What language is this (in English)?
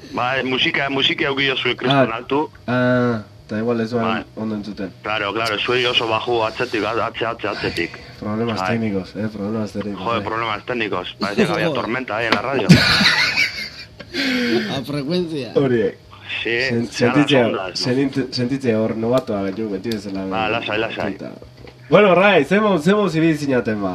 Basque